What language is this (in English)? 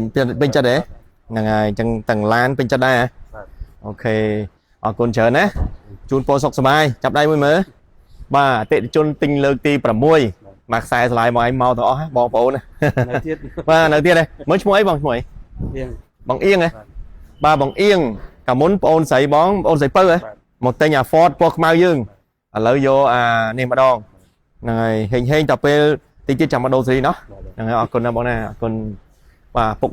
Khmer